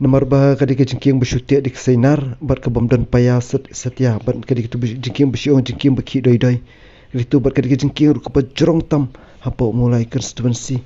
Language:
Khasi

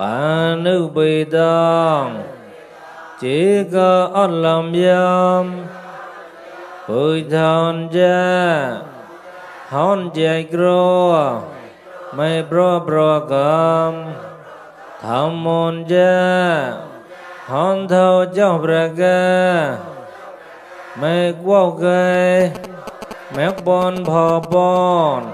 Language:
Mon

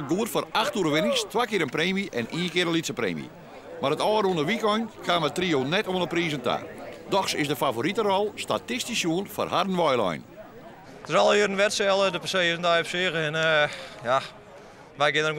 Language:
Western Frisian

